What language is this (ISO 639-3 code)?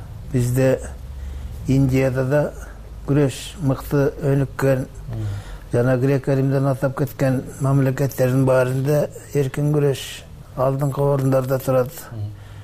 kir